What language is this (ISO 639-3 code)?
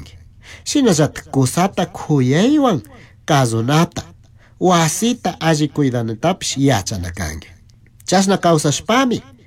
qug